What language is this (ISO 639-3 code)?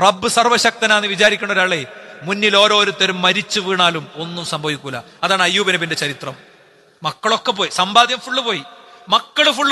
mal